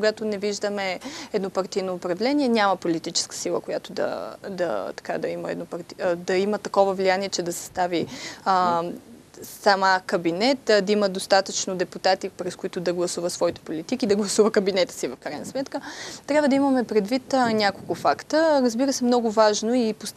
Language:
Bulgarian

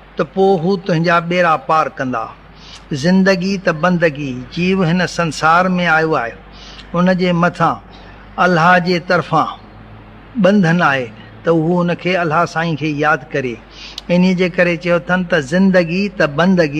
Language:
Sindhi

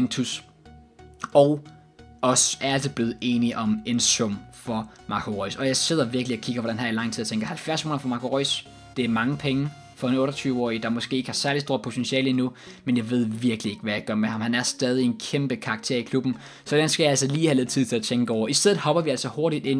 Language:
Danish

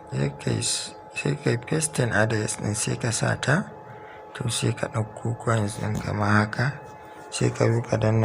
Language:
Hausa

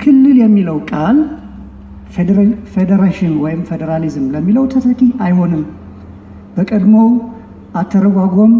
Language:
Amharic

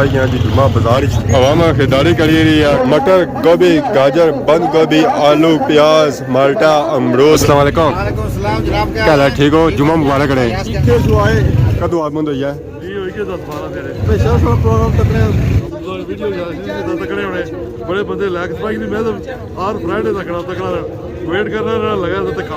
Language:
Pahari-Potwari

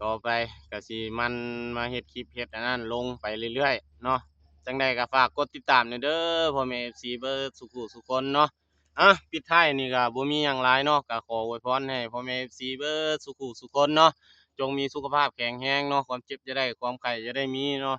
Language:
Lao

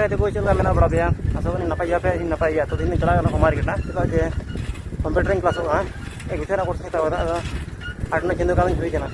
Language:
Santali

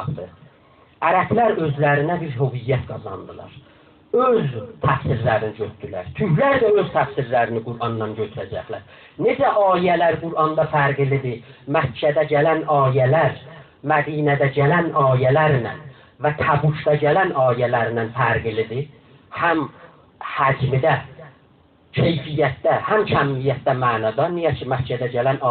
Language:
South Azerbaijani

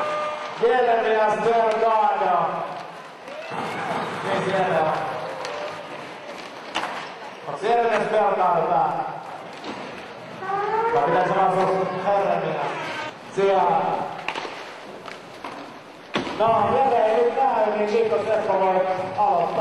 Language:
Finnish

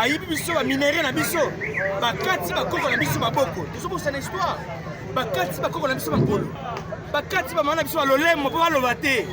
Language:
Lingala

